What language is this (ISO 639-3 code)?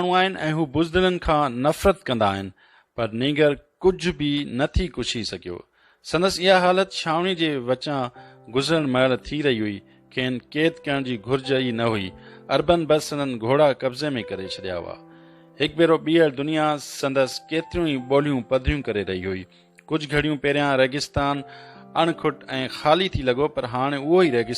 snd